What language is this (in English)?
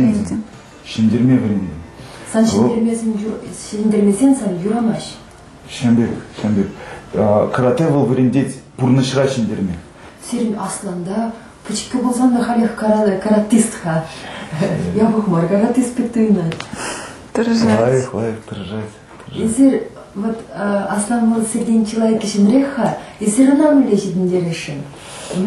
Chuvash